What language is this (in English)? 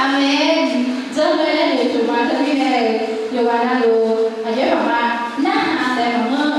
Akha